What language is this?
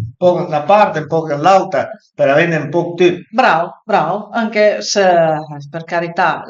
Piedmontese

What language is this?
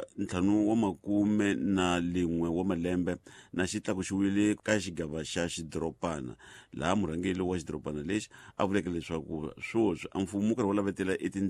Tsonga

